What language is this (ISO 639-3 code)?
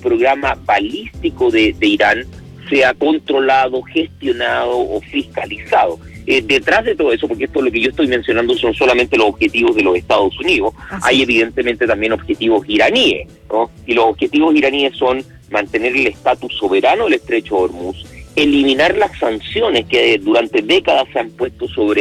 spa